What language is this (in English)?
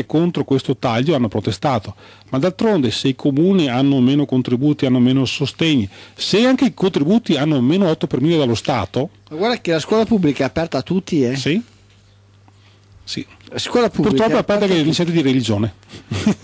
Italian